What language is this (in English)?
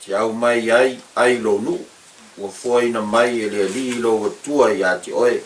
Samoan